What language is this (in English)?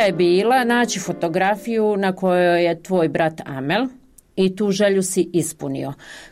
Bosnian